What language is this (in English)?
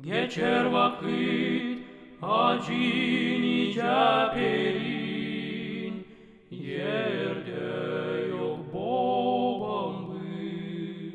Gagauz